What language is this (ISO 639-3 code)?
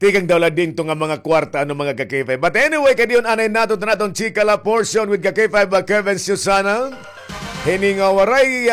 war